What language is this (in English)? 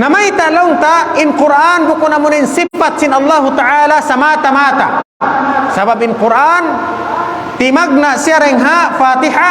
Tausug